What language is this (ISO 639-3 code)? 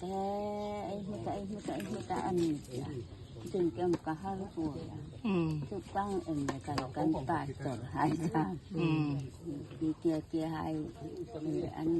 hmr